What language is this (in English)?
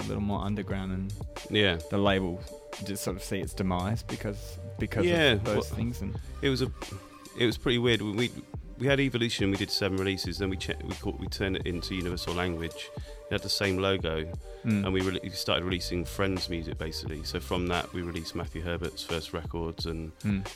English